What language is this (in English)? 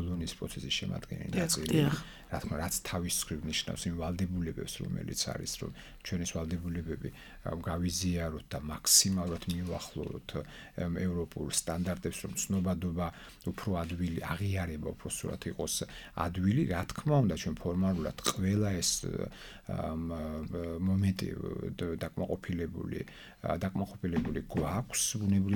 Georgian